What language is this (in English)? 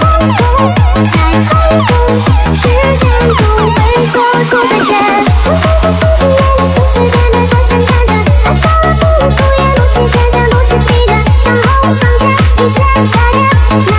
Chinese